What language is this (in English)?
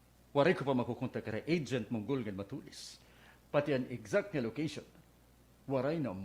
Waray